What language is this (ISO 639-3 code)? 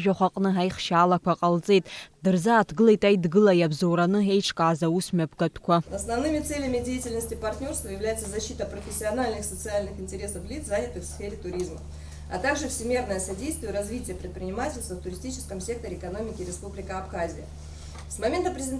abk